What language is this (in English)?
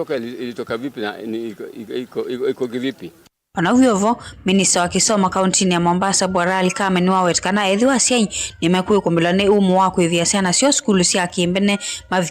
Kamba